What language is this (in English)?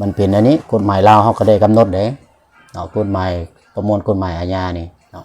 Lao